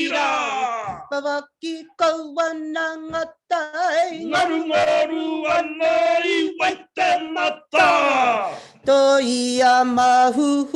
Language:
Māori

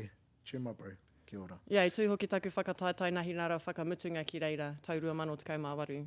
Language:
Māori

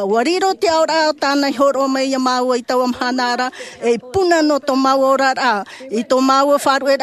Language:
Tahitian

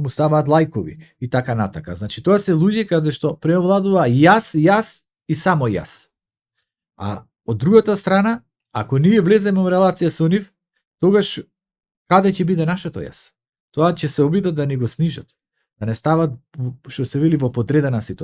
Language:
Macedonian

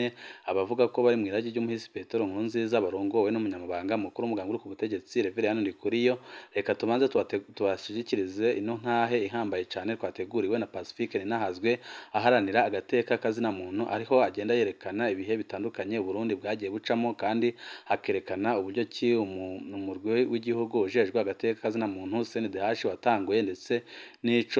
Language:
Rundi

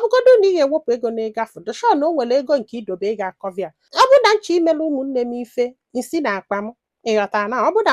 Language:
Igbo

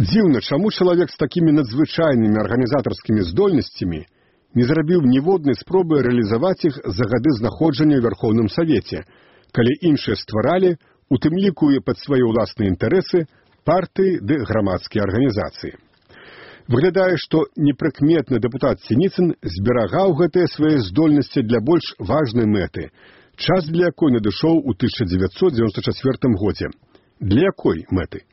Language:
Belarusian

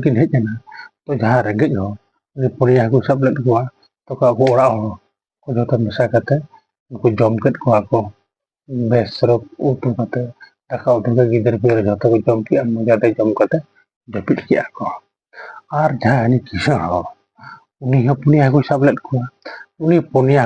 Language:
Santali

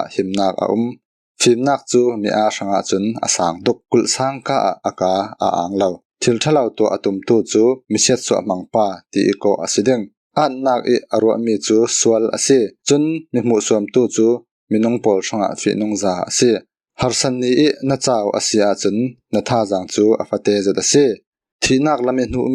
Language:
Falam Chin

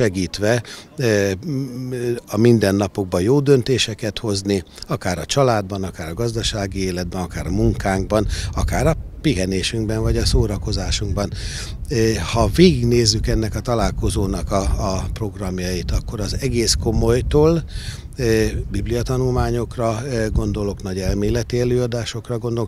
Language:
Hungarian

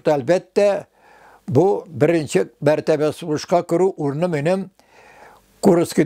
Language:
Tatar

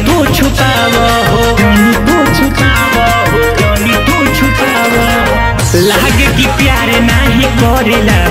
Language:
Bhojpuri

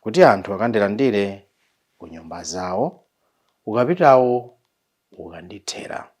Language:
Nyanja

